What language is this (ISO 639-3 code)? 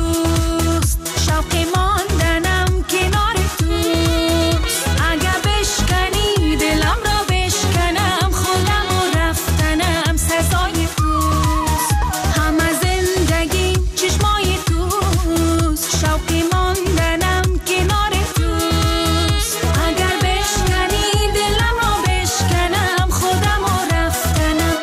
fas